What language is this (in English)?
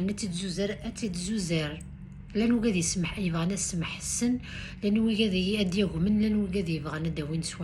Kabyle